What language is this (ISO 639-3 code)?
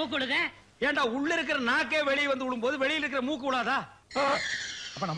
tam